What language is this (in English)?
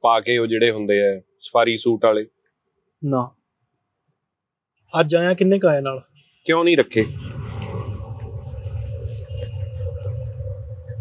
Punjabi